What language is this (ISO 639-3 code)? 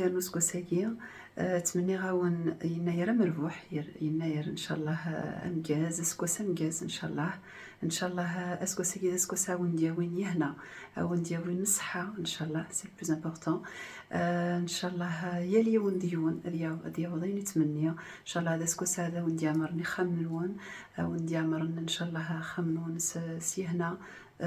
kab